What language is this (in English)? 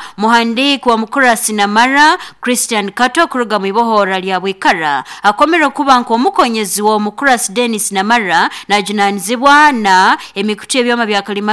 Nyankole